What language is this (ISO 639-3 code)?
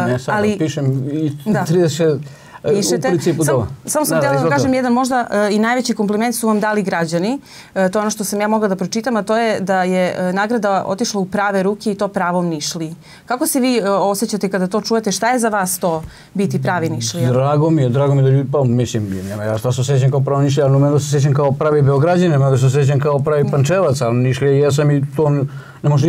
srp